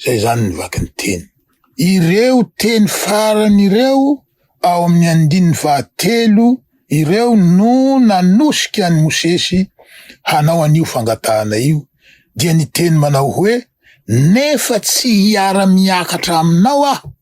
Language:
Malagasy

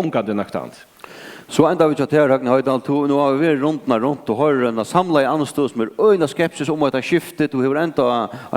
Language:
Faroese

